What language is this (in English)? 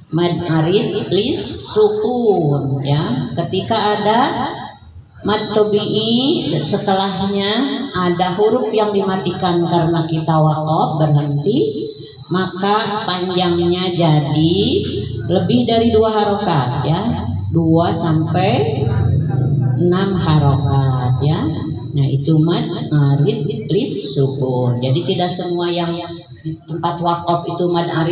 Indonesian